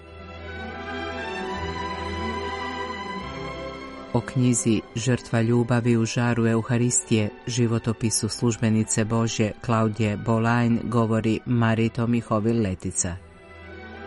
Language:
Croatian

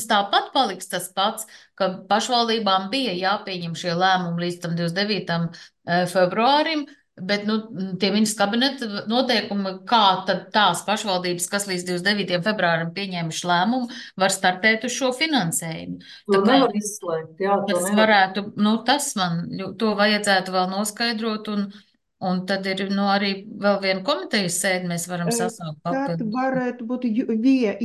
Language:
Latvian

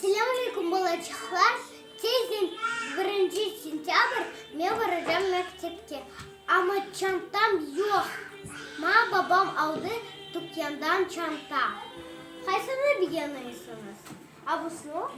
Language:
Crimean Tatar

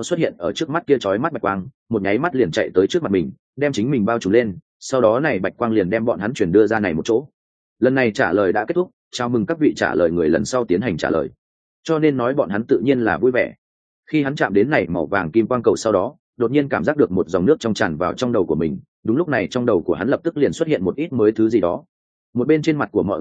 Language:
Vietnamese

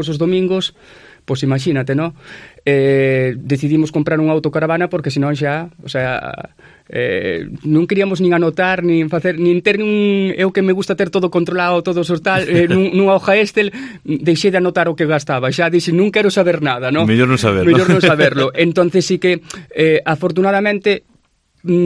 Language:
Galician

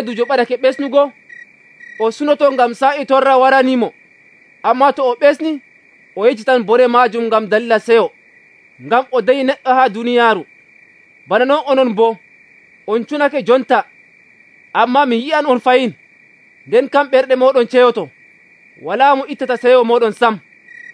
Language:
Nigerian Fulfulde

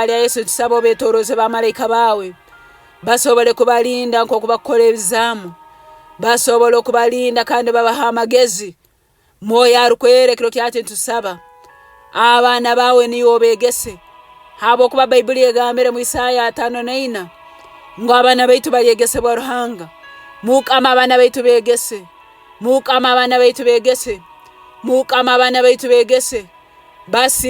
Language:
Nyoro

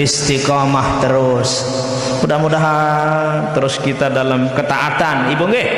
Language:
Sasak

